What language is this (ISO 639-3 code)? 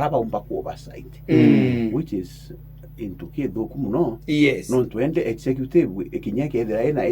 mer